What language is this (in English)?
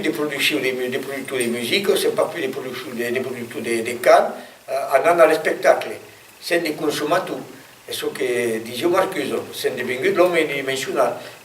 Occitan